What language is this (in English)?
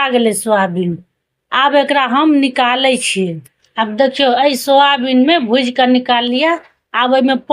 Maithili